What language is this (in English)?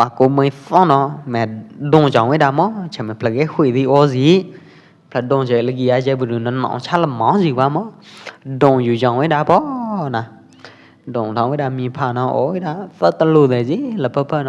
Pwo Eastern Karen